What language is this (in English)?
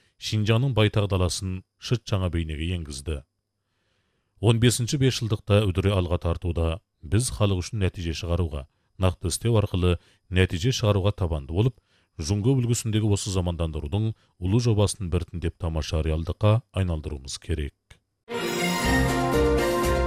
Kazakh